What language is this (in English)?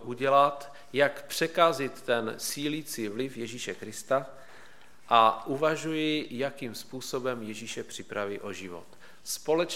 Czech